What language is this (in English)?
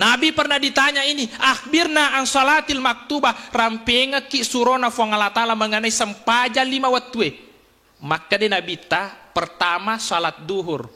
Buginese